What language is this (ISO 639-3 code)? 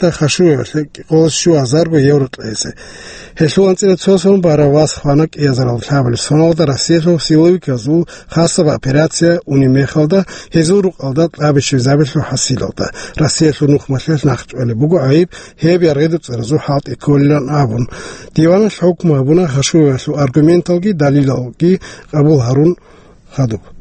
ava